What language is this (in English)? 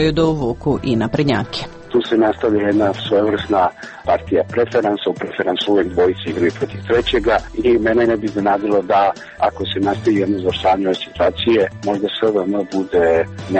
Serbian